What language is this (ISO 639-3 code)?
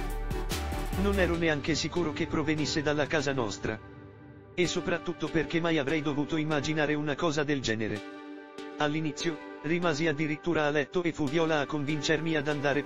ita